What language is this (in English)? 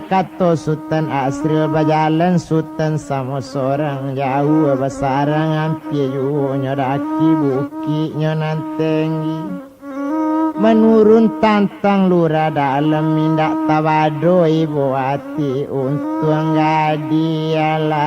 Minangkabau